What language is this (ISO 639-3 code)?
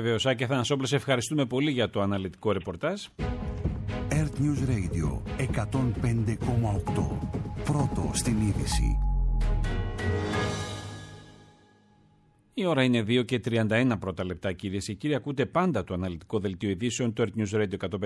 ell